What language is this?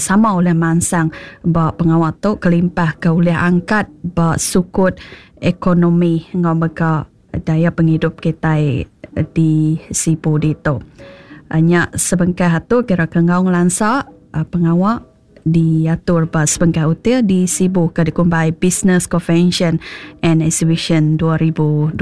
Iban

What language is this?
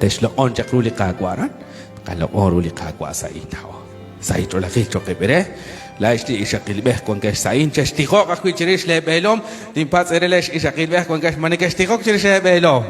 Kekchí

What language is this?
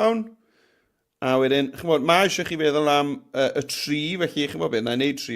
Welsh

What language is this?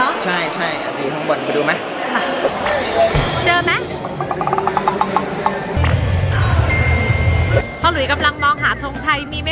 Thai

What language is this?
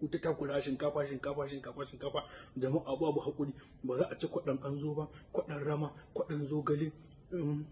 Hausa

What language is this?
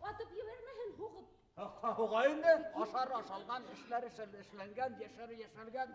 Bashkir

